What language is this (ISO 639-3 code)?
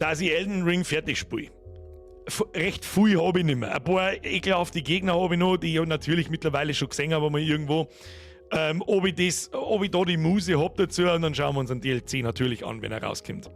bar